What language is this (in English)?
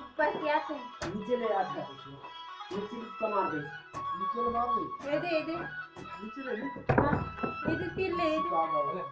Chhattisgarhi